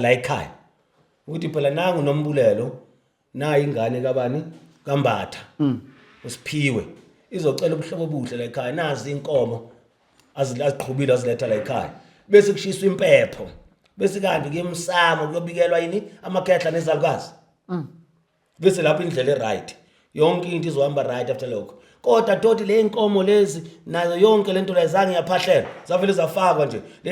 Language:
Zulu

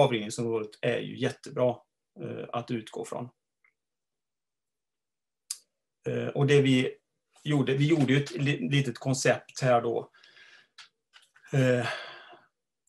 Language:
Swedish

